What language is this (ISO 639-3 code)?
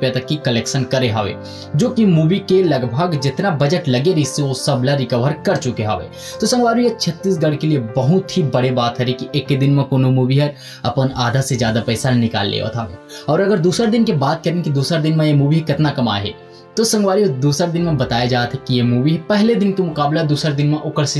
hne